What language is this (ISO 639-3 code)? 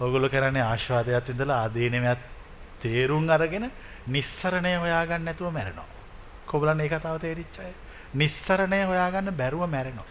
sin